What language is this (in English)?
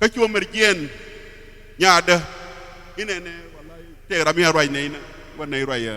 Nuer